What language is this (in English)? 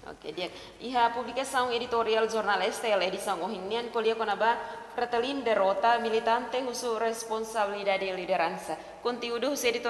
Tetum